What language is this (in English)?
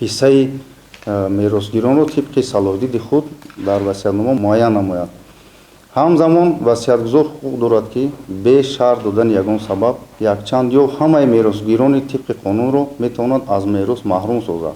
Tajik